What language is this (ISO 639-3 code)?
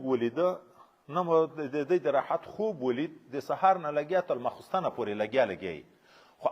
pus